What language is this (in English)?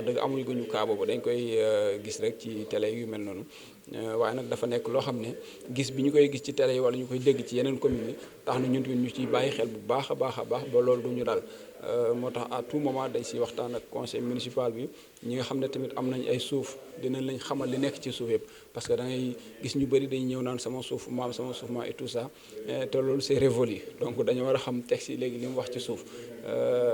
Wolof